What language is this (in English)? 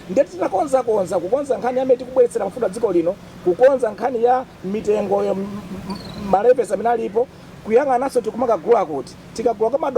Nyanja